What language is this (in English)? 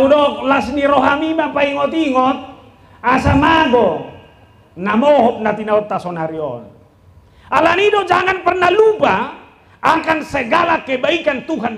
Batak Toba